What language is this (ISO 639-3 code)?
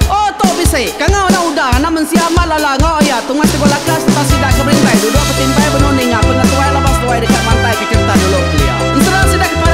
iba